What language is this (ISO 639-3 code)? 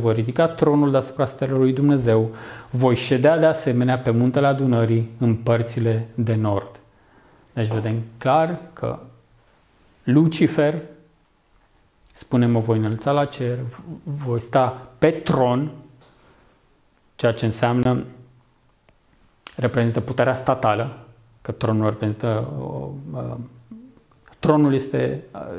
ron